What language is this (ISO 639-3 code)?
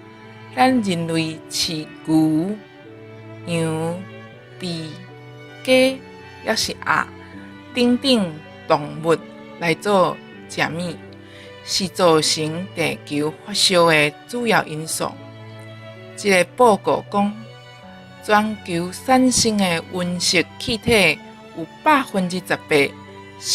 nan